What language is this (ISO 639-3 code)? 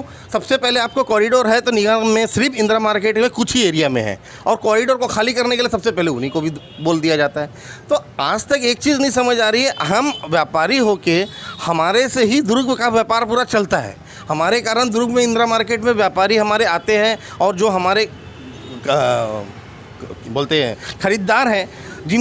hin